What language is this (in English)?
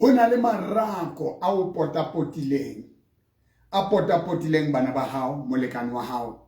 Southern Sotho